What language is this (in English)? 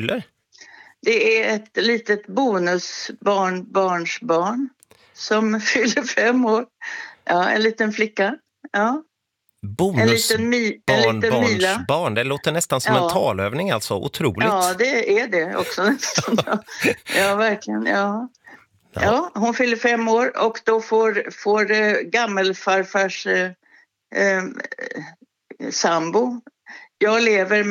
Swedish